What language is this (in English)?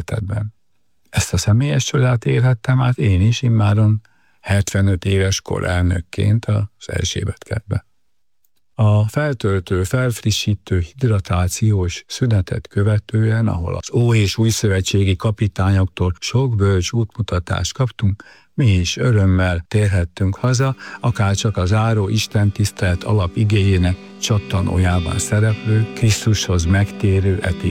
Hungarian